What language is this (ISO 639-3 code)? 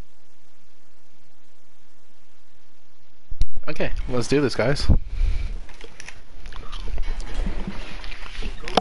eng